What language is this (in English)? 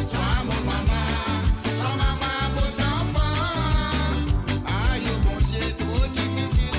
Morisyen